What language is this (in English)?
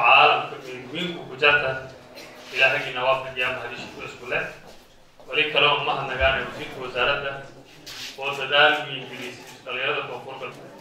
Somali